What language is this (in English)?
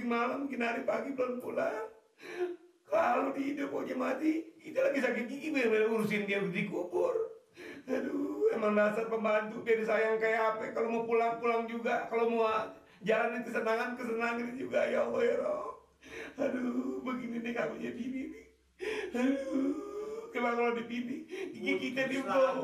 Betawi